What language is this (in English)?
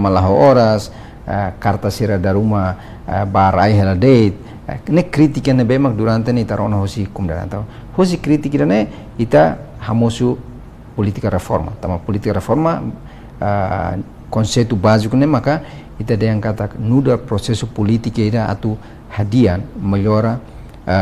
Tetum